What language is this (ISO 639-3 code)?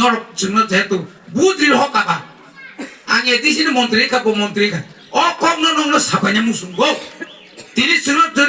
trp